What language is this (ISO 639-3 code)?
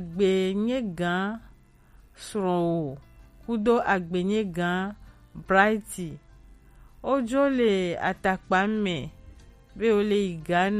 gej